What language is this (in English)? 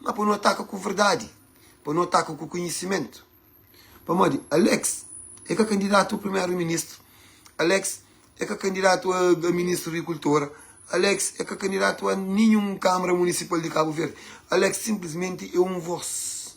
Kabuverdianu